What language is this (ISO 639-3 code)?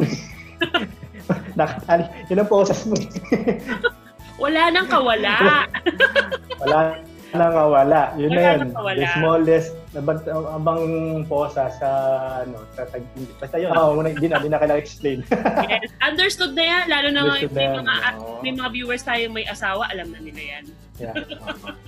fil